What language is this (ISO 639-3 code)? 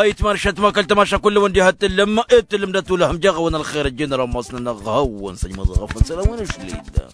taq